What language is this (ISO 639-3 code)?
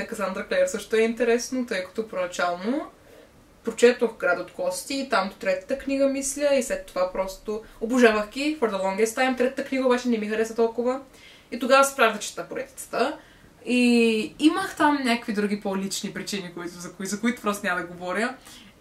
bul